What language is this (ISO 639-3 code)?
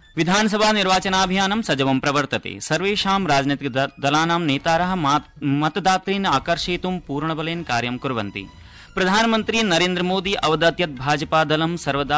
san